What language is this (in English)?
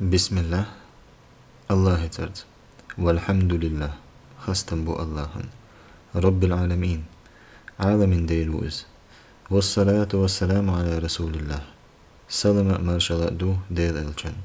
Chechen